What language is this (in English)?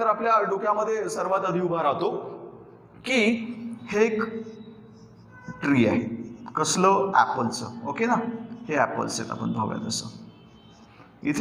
Marathi